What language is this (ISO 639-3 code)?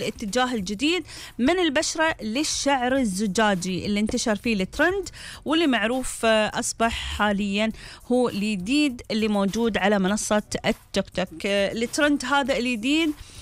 afb